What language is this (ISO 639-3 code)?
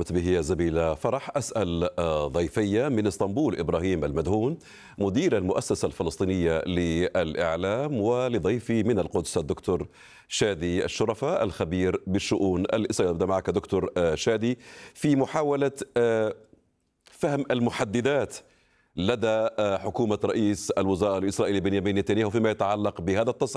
ara